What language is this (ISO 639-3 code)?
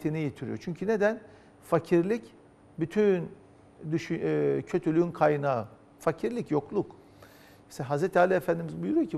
tur